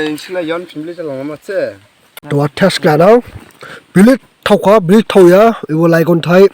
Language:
Dimasa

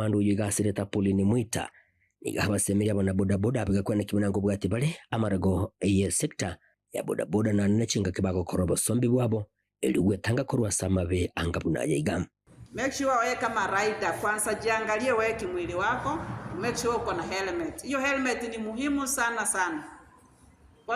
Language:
Gusii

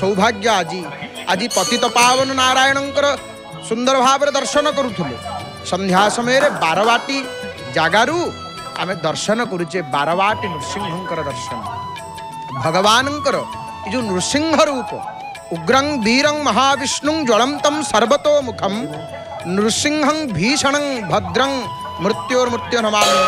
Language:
Odia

